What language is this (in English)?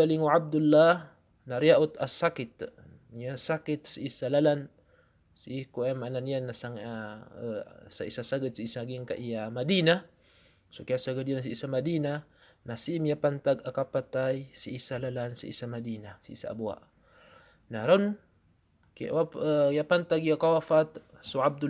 Maranao